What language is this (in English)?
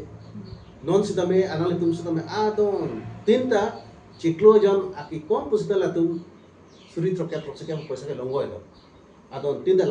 Karbi